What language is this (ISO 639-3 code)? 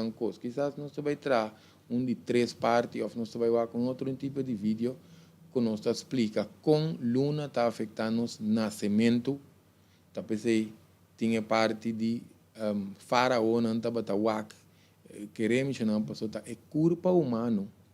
pap